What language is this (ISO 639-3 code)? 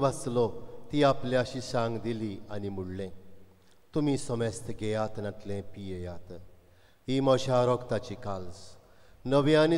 kok